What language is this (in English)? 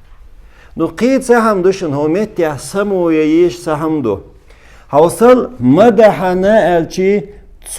Chechen